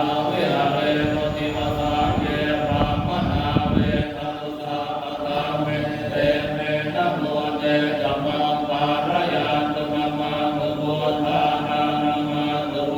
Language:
Pali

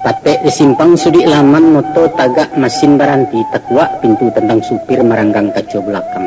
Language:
Minangkabau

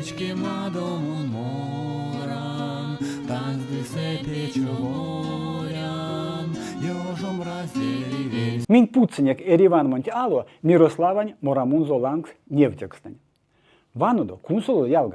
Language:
Erzya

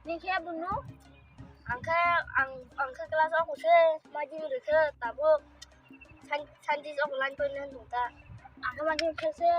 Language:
Kok Borok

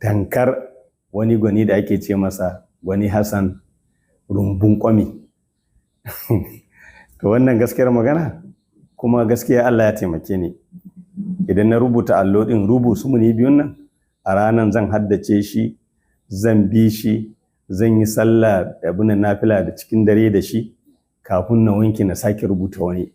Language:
Hausa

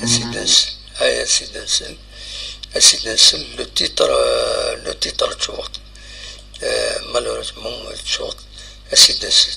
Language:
Kabyle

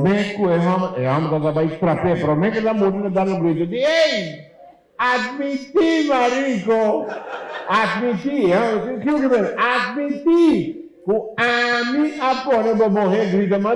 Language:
Papiamento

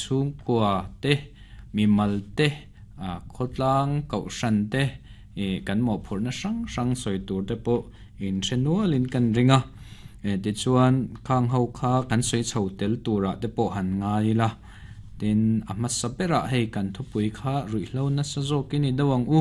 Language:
Mizo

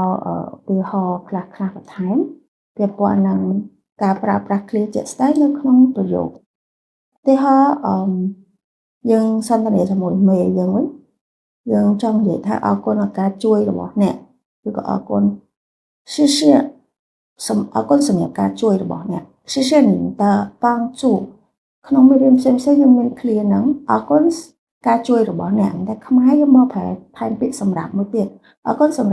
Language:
Khmer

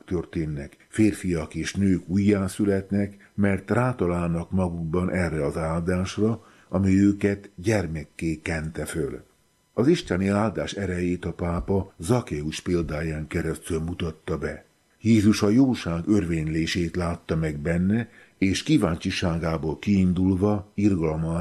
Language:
Hungarian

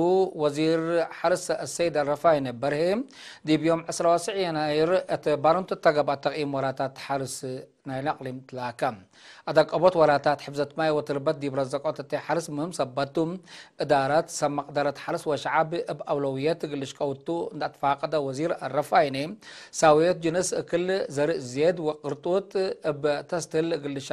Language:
Tigre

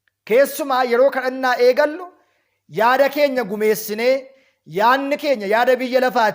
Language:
Oromo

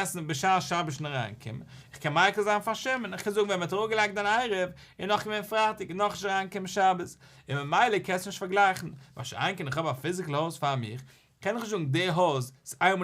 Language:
Yiddish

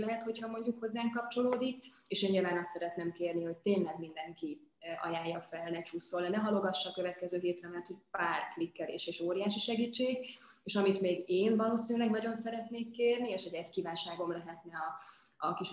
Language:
Hungarian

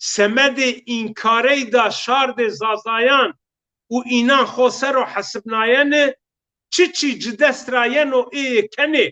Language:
Zaza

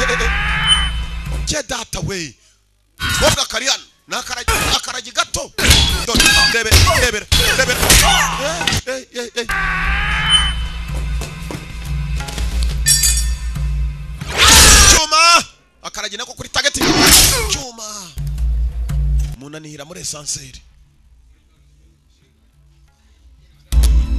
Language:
Kinyarwanda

